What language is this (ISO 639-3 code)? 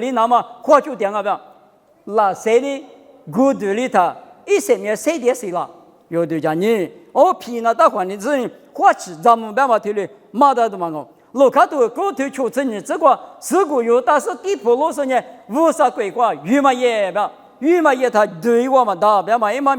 lis